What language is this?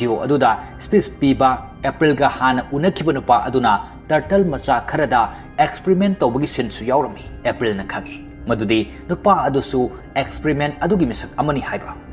Manipuri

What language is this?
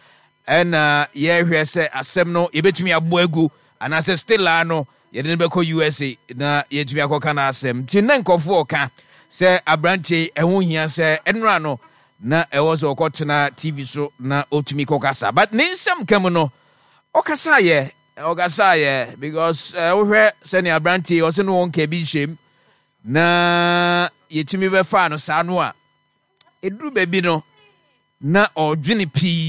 Akan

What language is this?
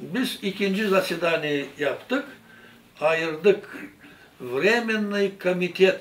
Gagauz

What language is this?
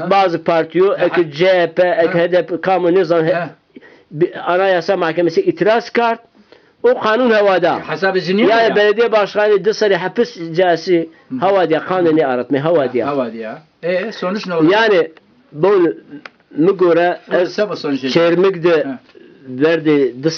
Zaza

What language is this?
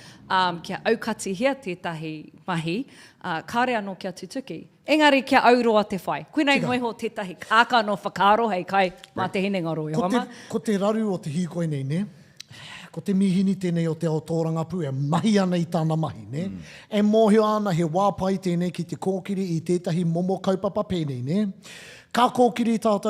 Māori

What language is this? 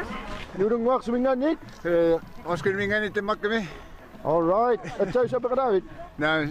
Kalaallisut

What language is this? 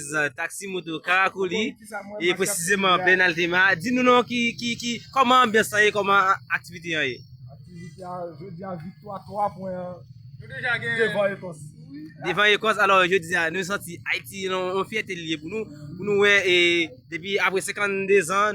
Haitian Creole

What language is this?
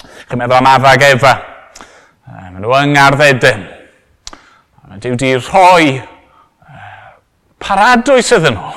Welsh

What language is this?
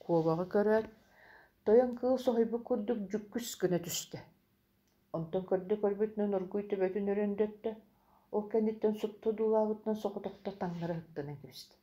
Yakut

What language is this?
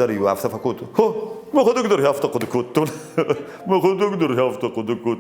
Ossetic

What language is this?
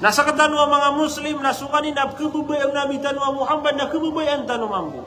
Maranao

